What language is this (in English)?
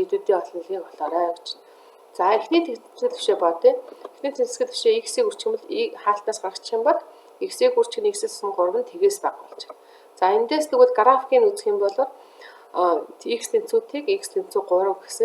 Mongolian